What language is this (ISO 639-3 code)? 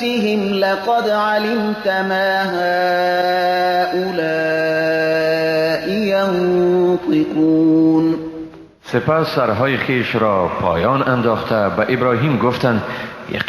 fas